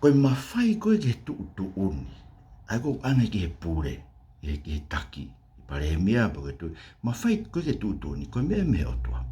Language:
Tongan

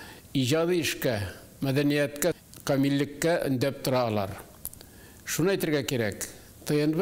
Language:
Tatar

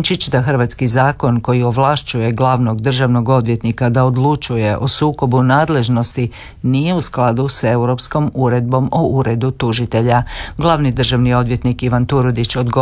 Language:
Croatian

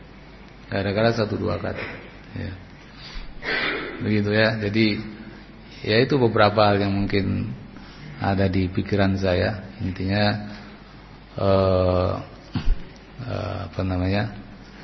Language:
Indonesian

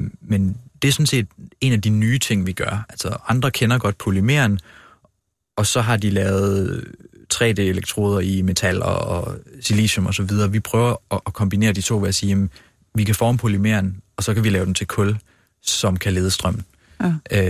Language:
Danish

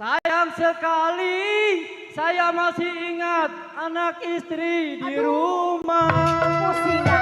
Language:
Betawi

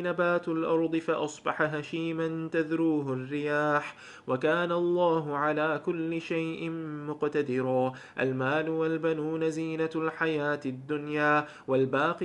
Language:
Arabic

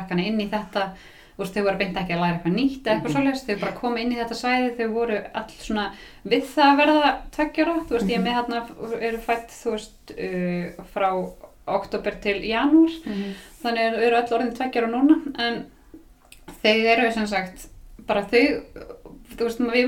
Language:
Icelandic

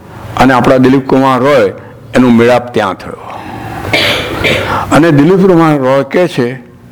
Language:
Gujarati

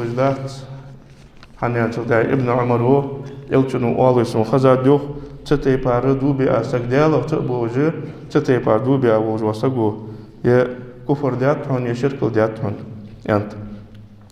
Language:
Ingush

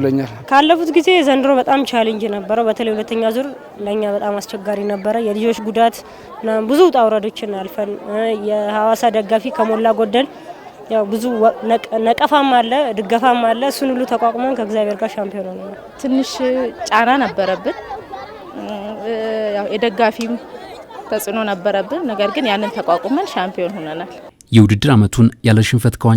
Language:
Amharic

